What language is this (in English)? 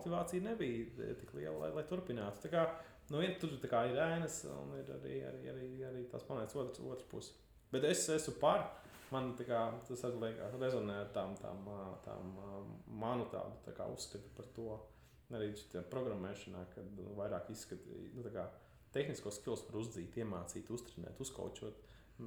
Latvian